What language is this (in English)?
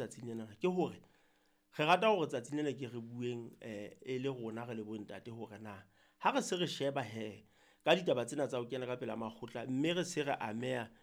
Southern Sotho